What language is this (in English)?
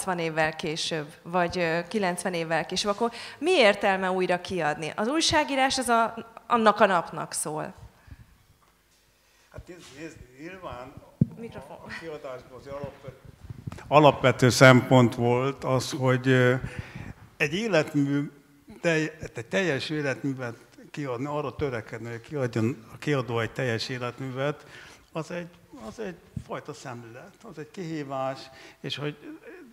Hungarian